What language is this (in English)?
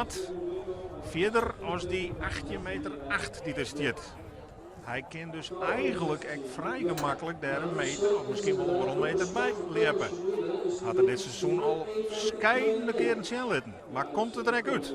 Western Frisian